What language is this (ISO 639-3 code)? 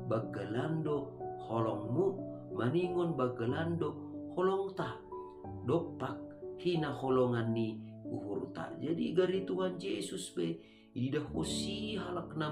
bts